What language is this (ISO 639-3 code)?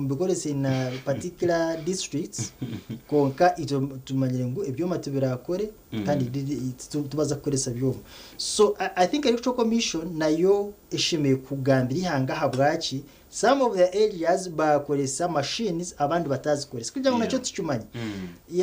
nyn